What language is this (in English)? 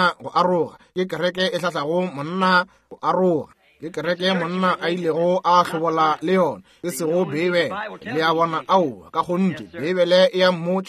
Northern Sotho